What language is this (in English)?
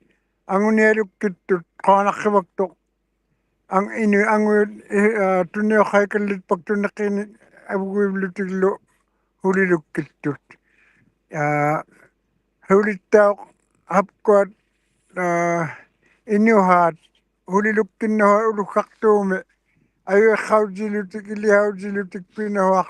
Western Canadian Inuktitut